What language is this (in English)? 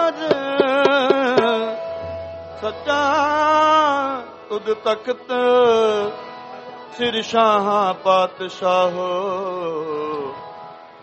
Punjabi